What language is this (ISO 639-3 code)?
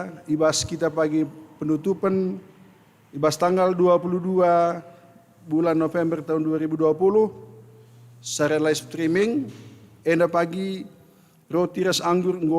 btx